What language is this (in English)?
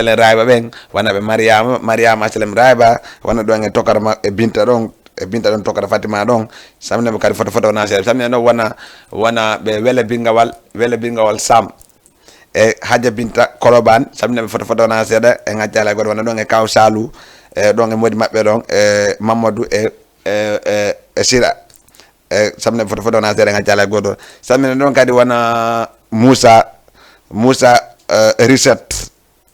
Fula